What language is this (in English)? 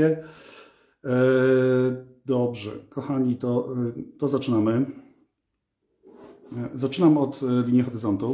Polish